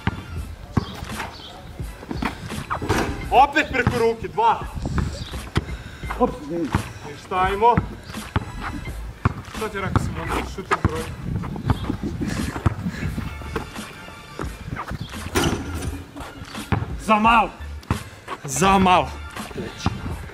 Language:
Serbian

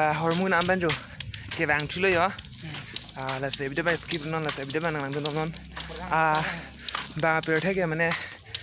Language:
Karbi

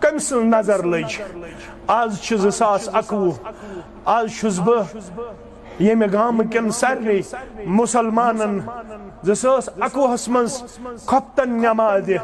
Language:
Kashmiri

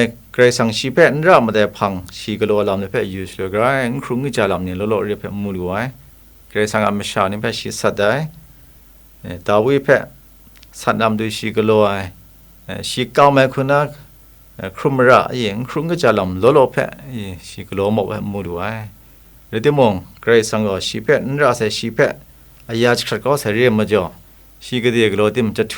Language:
Kachin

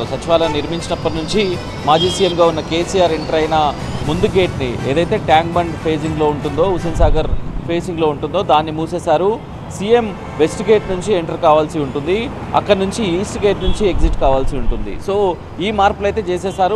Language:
Telugu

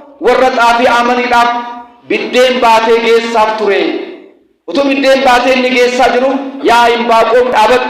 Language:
Oromo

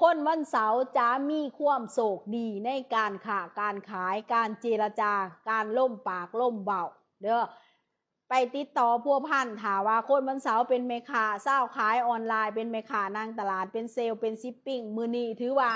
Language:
Lao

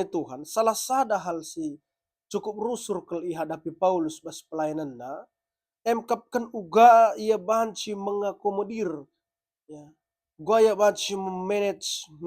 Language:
Batak Karo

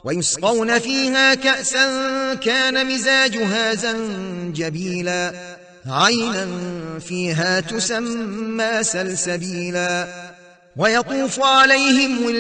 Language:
Arabic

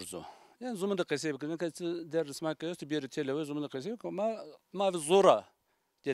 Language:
Zaza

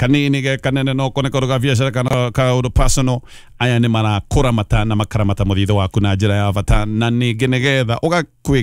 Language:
Kikuyu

